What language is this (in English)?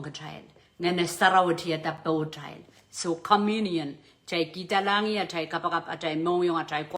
Pohnpeian